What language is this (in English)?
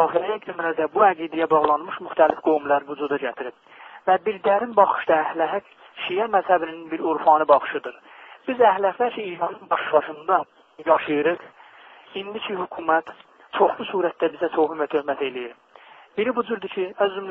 South Azerbaijani